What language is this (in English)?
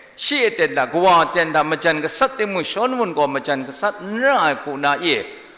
Kachin